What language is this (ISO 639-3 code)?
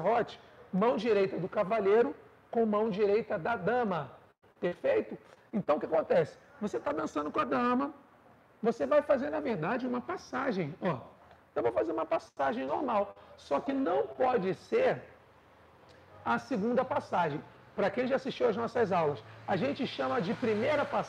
por